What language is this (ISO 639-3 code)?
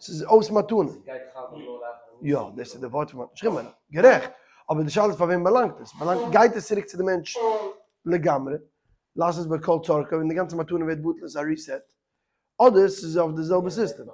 yid